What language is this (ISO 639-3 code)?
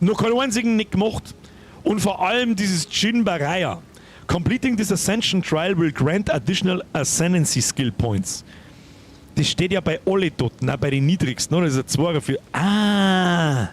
bar